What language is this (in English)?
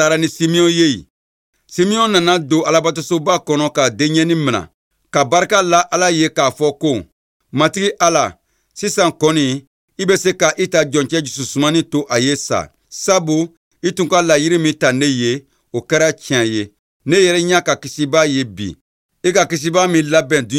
Bambara